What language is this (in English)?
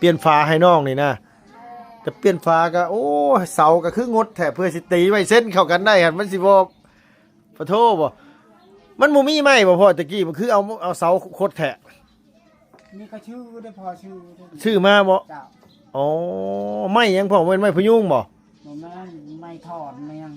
Lao